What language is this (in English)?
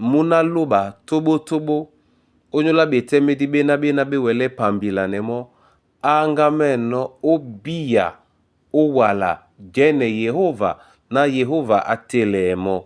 Duala